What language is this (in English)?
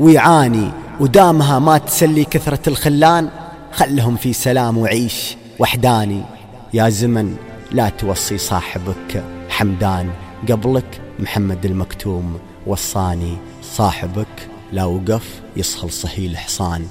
Gulf Arabic